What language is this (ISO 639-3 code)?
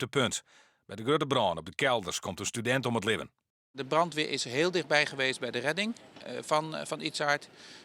fry